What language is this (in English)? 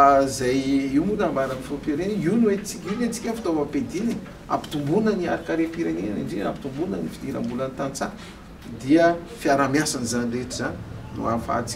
Malagasy